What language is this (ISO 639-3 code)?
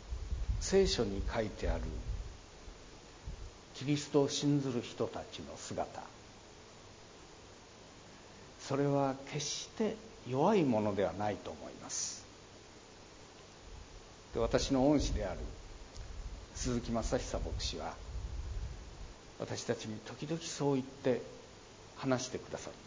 jpn